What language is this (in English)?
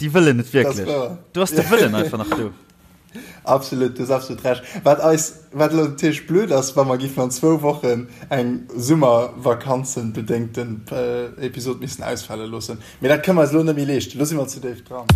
Luxembourgish